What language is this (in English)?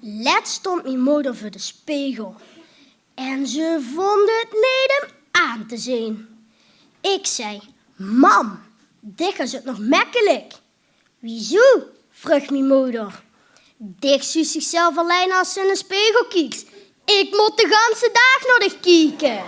Limburgish